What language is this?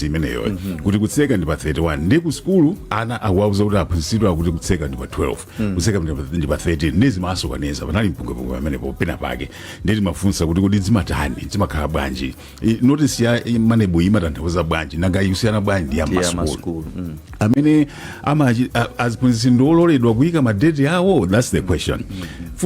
Nyanja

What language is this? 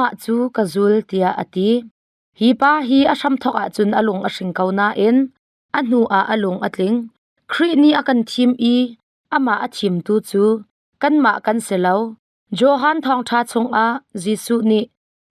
Hakha Chin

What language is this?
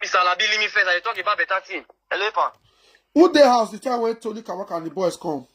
Nigerian Pidgin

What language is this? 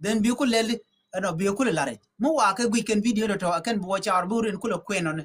Nuer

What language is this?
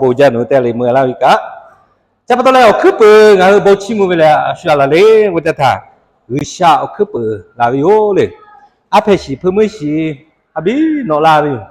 Lahu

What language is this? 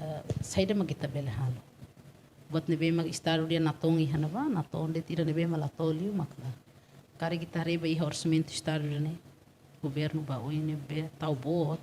Tetum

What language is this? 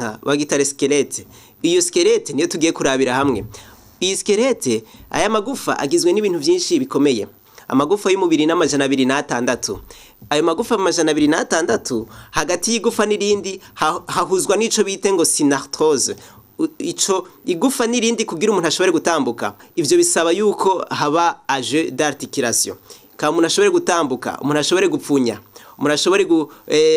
Rundi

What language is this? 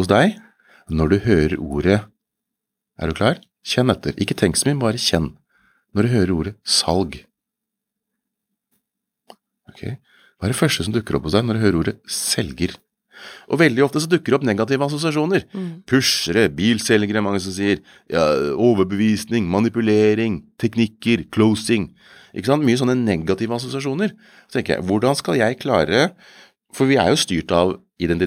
Norwegian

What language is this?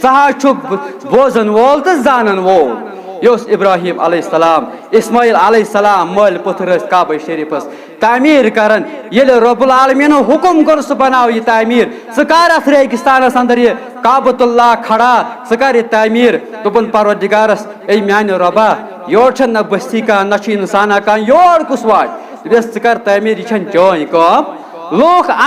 Kashmiri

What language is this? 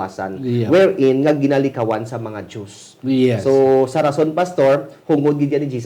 Hiligaynon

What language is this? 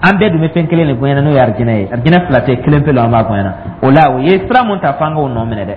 Dyula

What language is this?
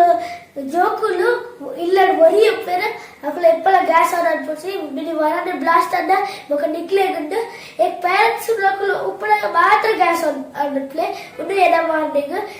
Tulu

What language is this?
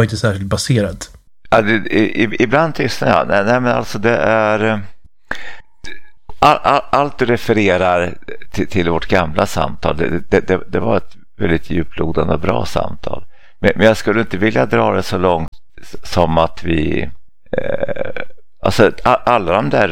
Swedish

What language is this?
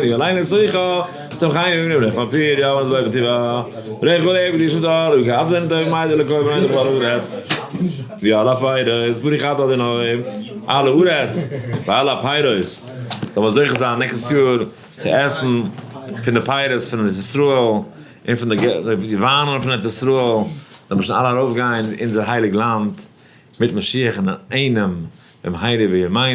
Yiddish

